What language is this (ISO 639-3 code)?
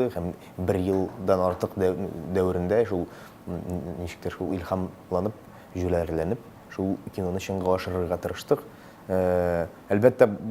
tat